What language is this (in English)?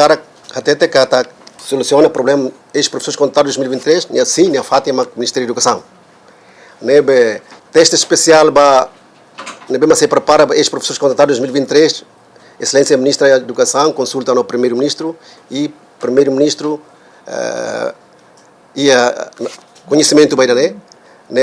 Tetum